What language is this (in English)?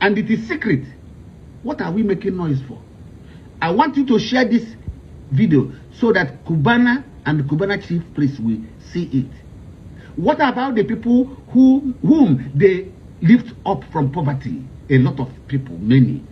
Igbo